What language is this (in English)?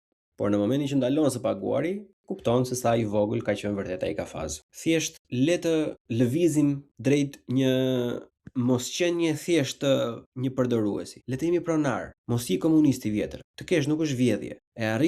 Albanian